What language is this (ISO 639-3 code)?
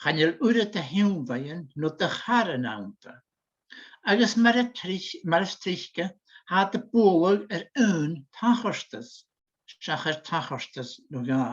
gla